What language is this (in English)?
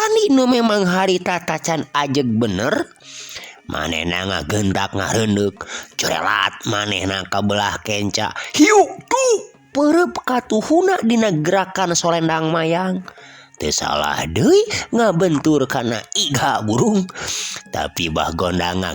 Sundanese